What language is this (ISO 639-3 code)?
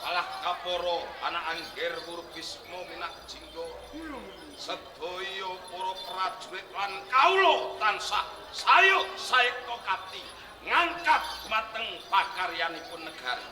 jav